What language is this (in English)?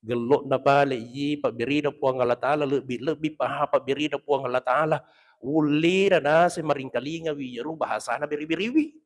Buginese